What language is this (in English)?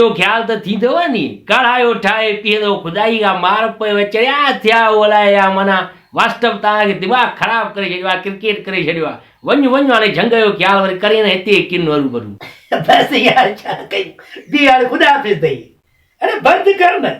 Sindhi